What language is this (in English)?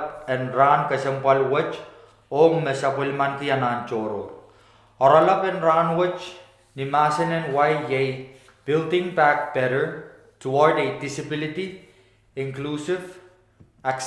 Pohnpeian